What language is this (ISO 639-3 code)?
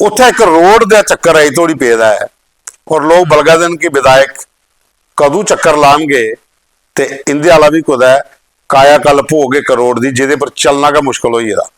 doi